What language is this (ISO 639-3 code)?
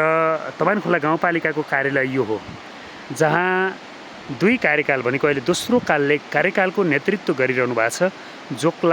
nep